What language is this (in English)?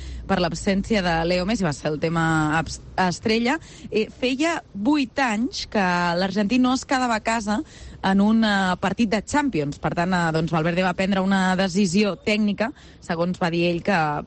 Catalan